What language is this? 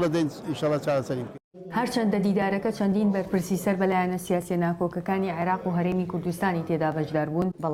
Central Kurdish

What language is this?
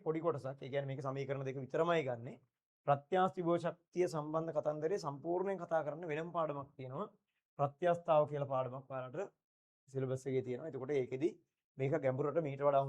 Sinhala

